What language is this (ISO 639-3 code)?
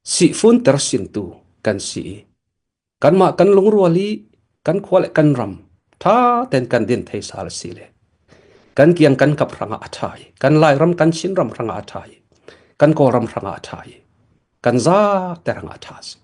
cfm